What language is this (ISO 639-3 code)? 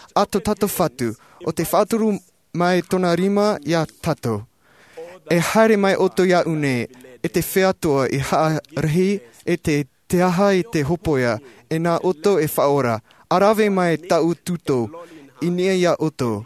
tah